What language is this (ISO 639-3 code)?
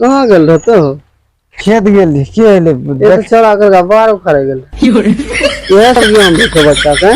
mai